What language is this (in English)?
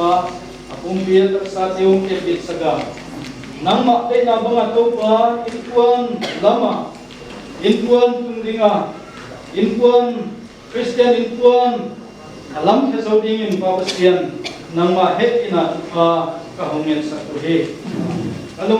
Paite Chin